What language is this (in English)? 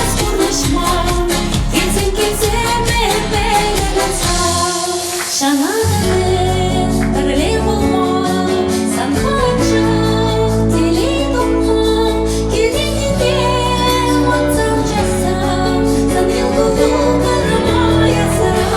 Chuvash